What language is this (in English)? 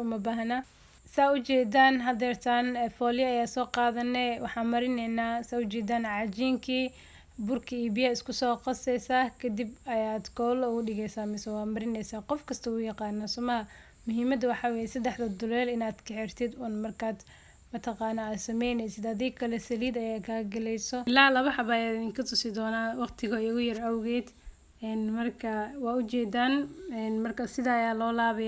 Somali